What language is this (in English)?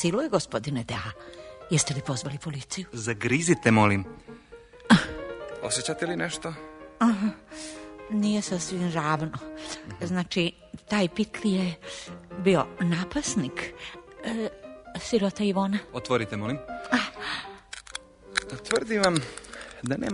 Croatian